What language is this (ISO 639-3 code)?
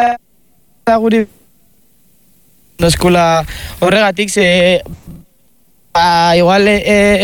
eus